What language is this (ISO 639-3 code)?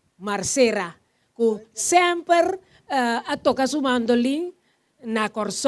pap